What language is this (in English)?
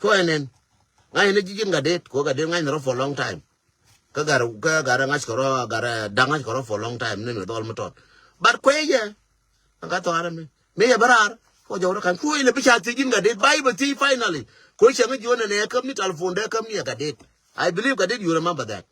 Nuer